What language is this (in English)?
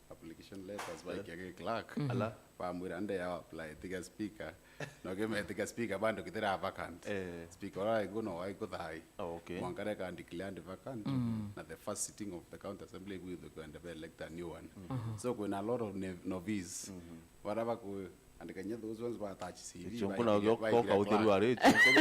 Meru